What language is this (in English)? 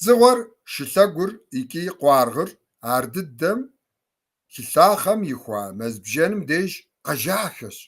Kabardian